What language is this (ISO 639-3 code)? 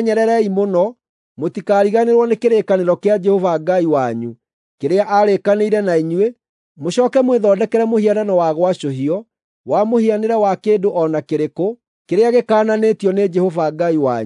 kik